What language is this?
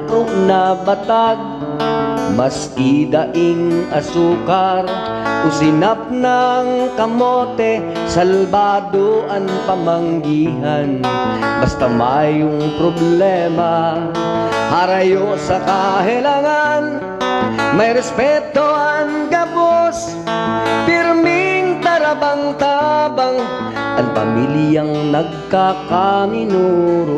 Bikol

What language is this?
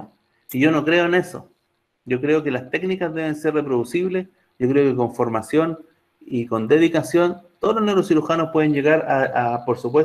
Spanish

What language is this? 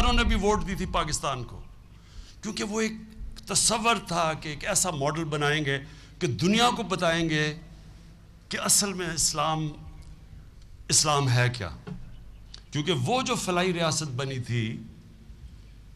Urdu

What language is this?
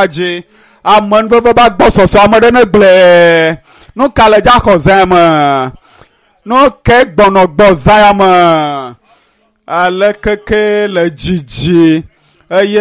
Ewe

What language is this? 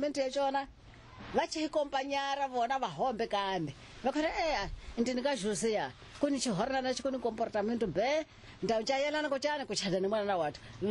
Tsonga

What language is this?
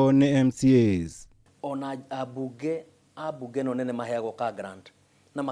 Kikuyu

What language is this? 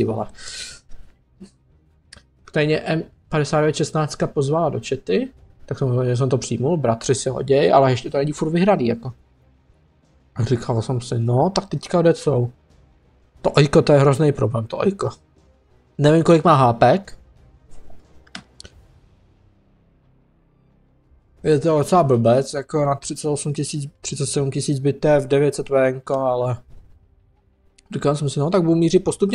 Czech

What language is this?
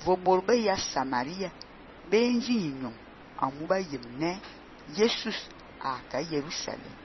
Fang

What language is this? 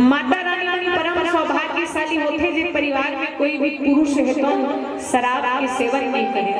Chhattisgarhi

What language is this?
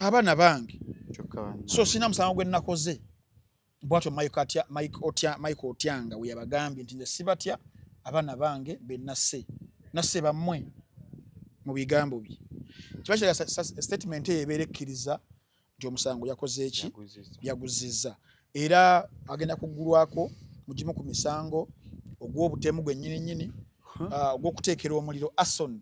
Ganda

